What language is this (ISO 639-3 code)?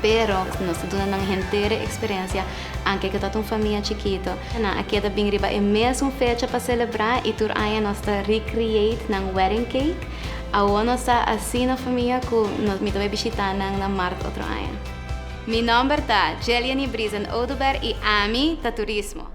pap